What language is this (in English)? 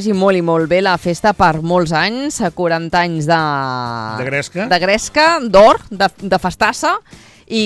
Catalan